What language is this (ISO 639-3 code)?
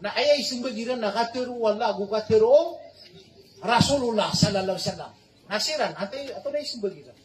mrw